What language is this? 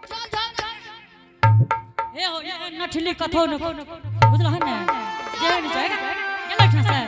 Angika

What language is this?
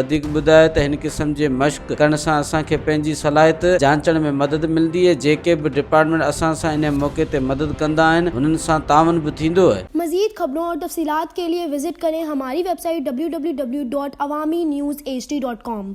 Sindhi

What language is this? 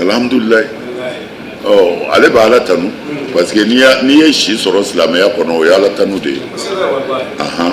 Bambara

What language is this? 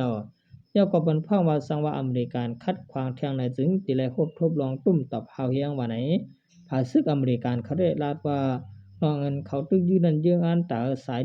Shan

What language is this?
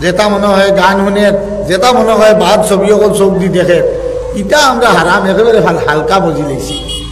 Sylheti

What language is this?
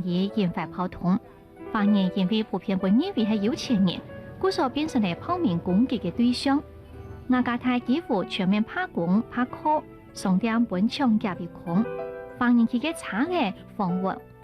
Hakka Chinese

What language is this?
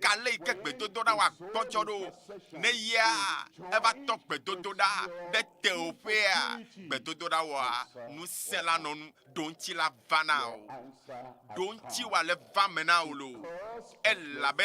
Ewe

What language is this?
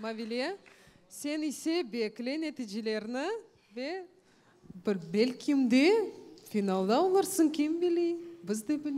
Crimean Tatar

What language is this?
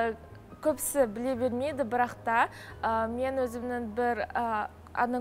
Kazakh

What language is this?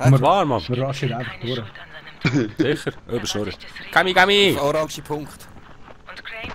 Swiss German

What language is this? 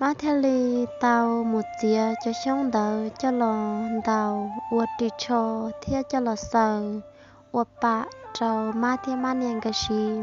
Hmong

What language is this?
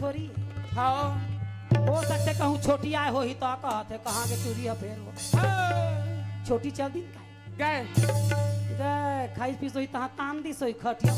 Chhattisgarhi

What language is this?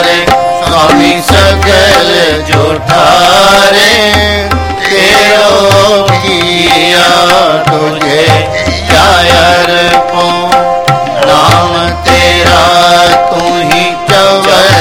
Punjabi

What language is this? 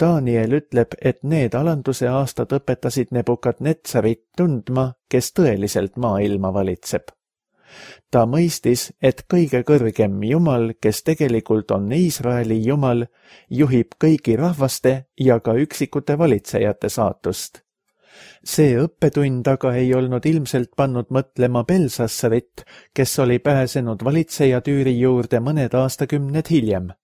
Estonian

